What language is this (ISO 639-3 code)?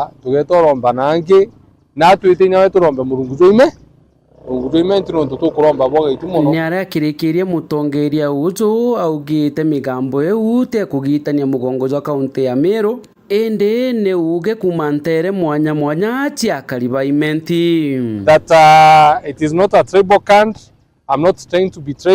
mer